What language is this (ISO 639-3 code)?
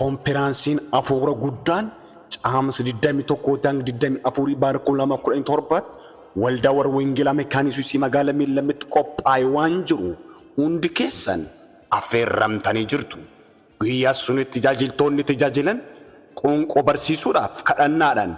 orm